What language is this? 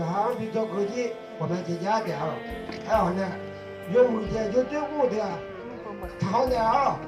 Akha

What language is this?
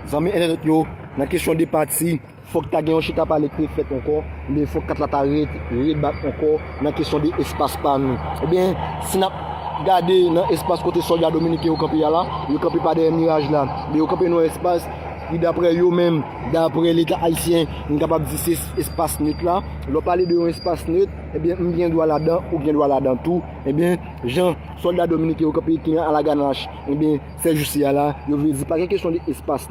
Haitian Creole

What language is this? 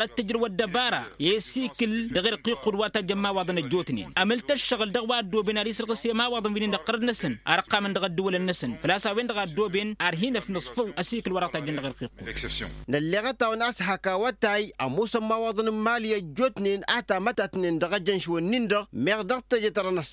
Tamasheq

